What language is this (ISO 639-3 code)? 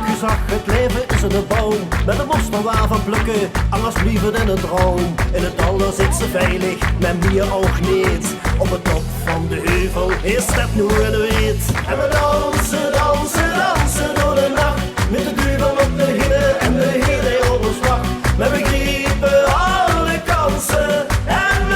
lim